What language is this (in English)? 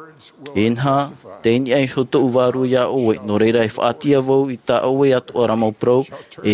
Tahitian